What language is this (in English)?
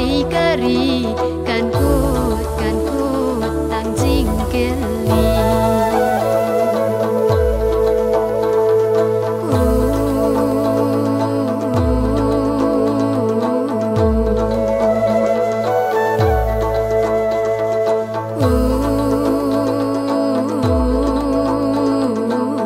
Khasi